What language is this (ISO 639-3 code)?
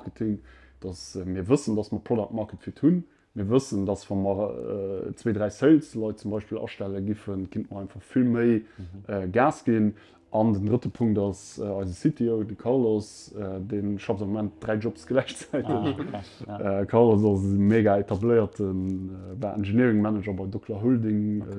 ltz